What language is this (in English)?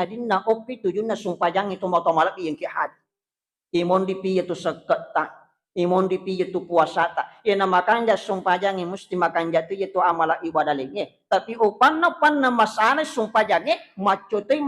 Buginese